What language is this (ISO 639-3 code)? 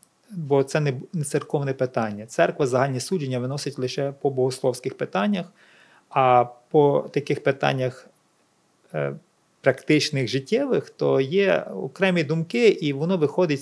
ukr